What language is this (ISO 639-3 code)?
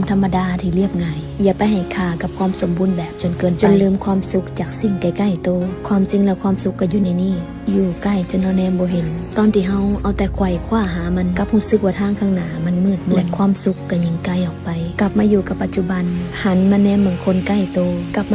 lao